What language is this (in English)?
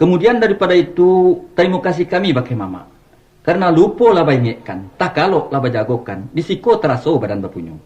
Minangkabau